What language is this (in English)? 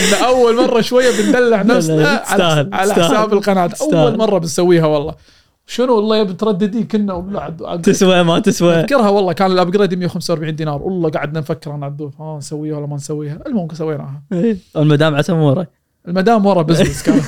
Gulf Arabic